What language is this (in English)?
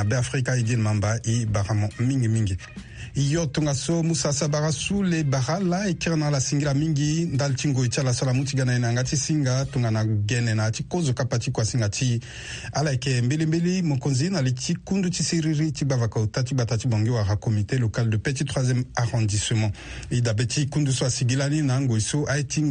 Sango